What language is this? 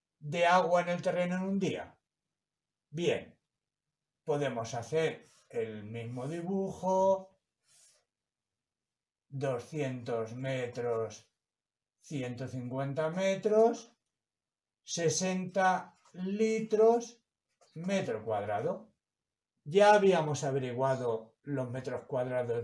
Spanish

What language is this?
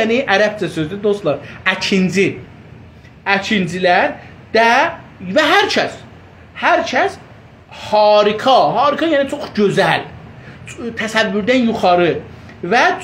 South Azerbaijani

